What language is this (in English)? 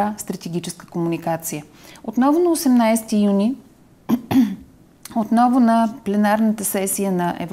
Bulgarian